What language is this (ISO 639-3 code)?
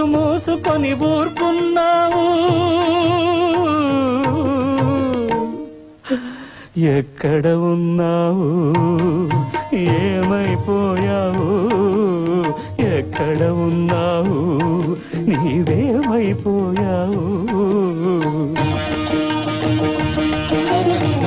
tel